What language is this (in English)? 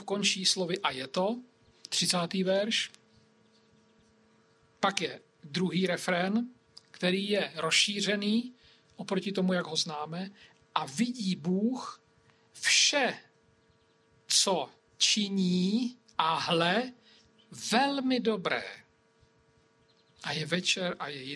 Czech